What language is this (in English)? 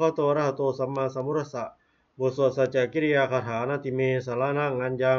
Pali